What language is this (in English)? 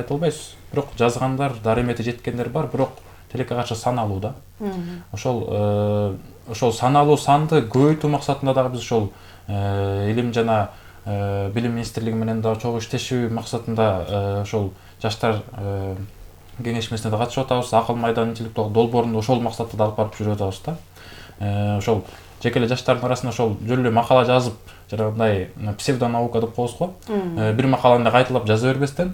Kyrgyz